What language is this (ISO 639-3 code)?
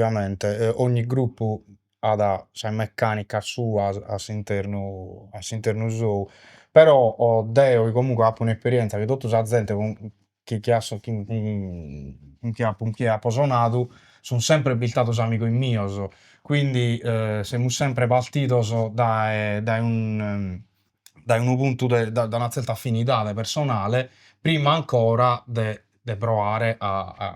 srd